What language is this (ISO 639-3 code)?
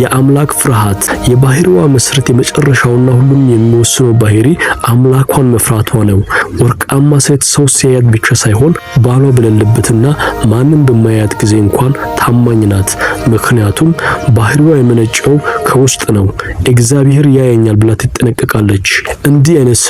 amh